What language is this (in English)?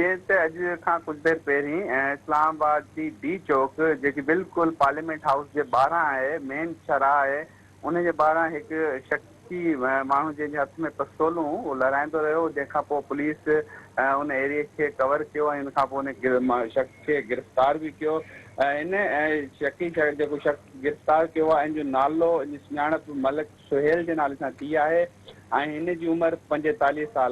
Sindhi